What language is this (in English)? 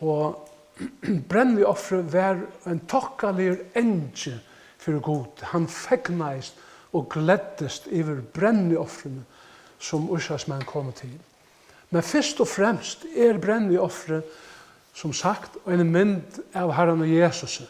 Faroese